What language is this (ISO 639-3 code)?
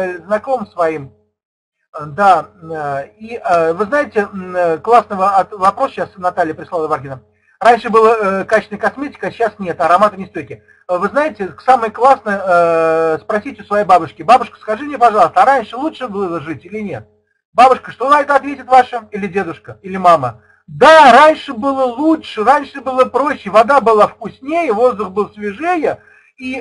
rus